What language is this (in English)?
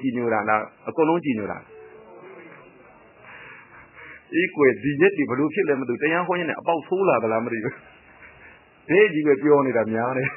Burmese